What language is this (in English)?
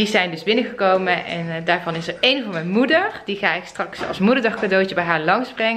Dutch